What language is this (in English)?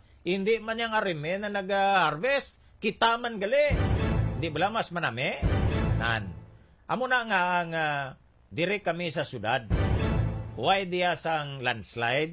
Hiligaynon